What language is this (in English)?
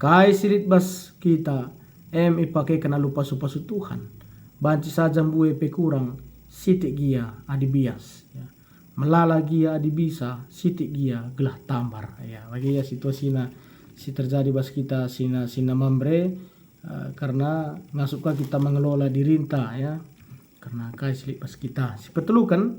Batak Karo